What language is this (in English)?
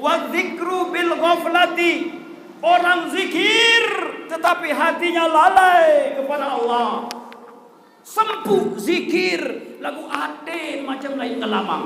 Sasak